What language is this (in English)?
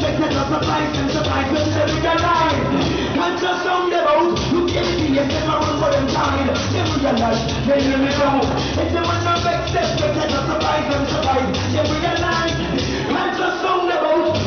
Jamaican Creole English